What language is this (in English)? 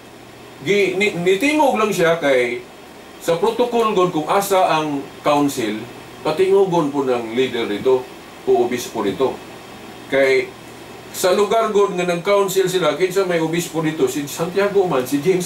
Cebuano